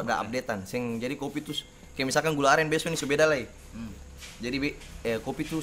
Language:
Ambonese Malay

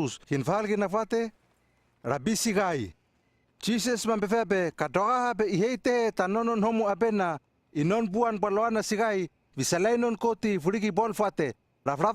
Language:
Hano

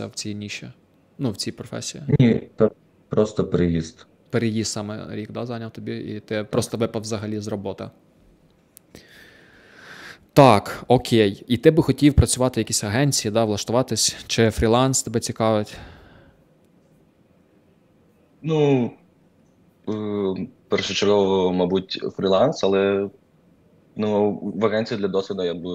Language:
Ukrainian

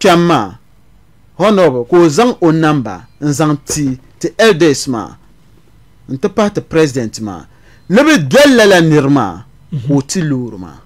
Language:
Dagbani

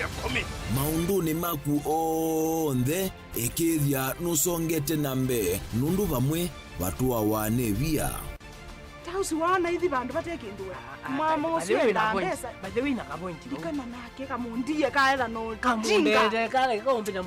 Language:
Kamba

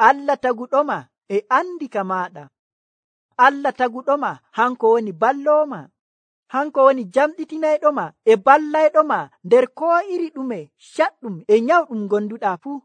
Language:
Nigerian Fulfulde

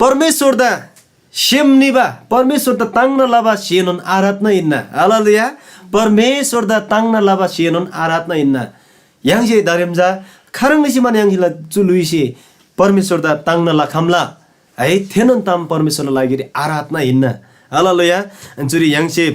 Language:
Eastern Tamang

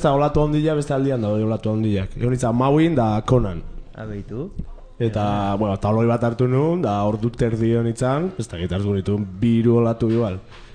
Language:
Basque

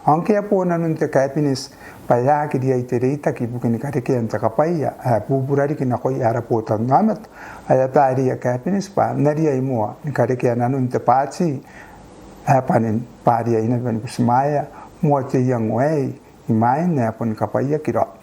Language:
Gilbertese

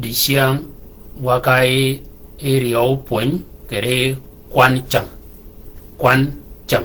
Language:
Shilluk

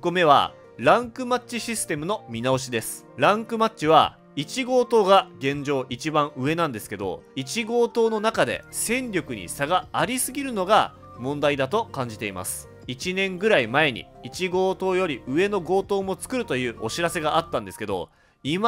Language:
Japanese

